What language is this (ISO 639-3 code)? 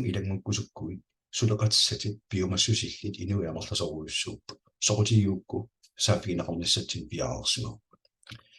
kal